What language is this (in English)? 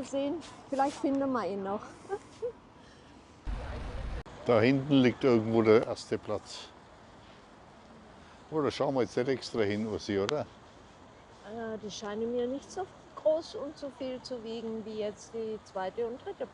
German